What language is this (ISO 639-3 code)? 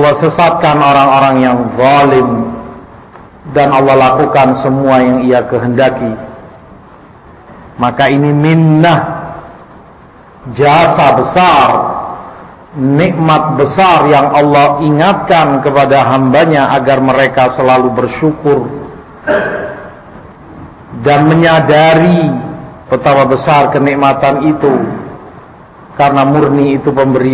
ind